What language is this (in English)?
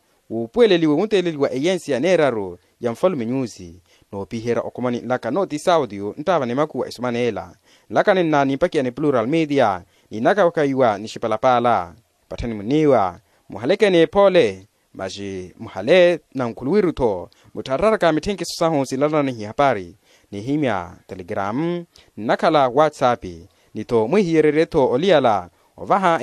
Makhuwa